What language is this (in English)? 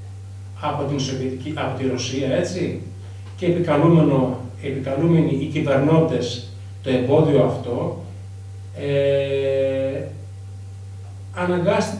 Greek